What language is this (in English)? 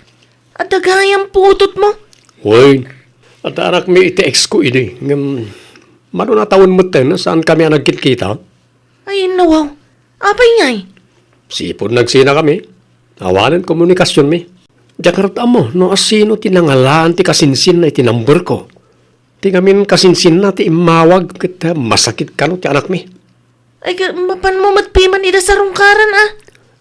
Iloko